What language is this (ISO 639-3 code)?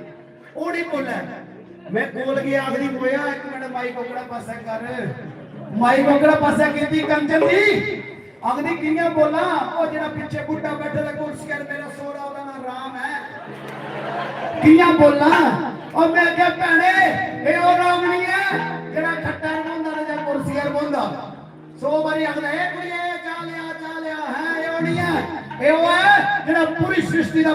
doi